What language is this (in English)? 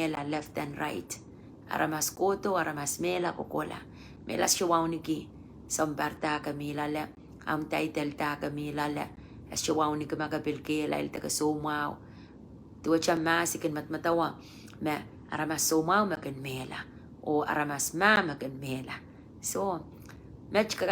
Pohnpeian